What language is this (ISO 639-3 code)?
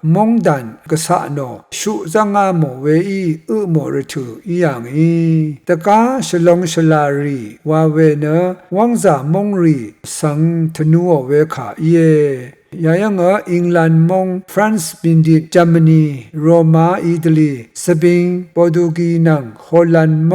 raw